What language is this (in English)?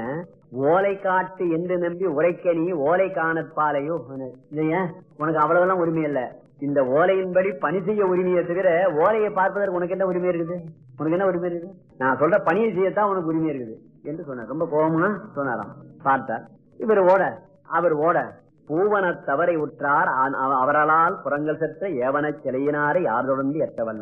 Tamil